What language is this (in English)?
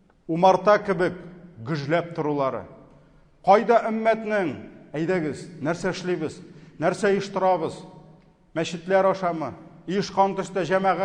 Tatar